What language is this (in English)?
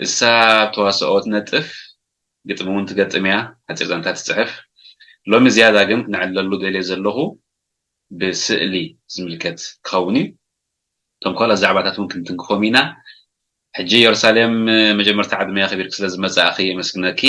Tigrinya